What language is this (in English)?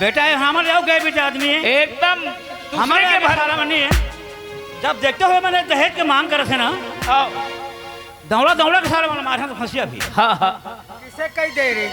Chhattisgarhi